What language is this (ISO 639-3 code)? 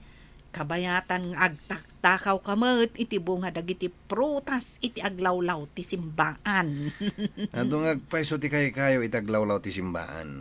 ilo